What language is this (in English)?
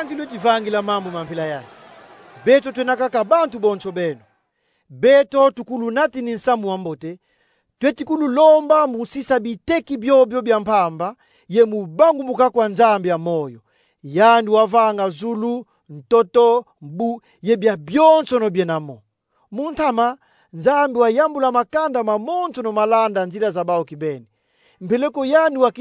Kongo